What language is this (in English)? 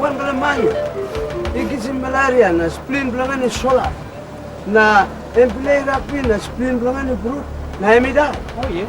Tok Pisin